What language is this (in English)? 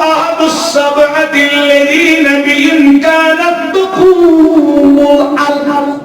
Kashmiri